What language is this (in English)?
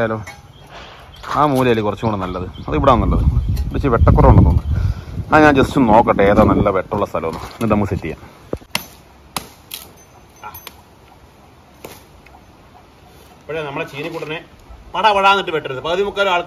Malayalam